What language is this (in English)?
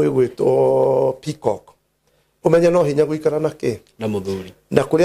Kikuyu